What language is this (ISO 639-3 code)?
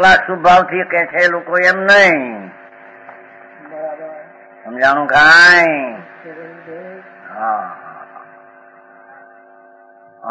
guj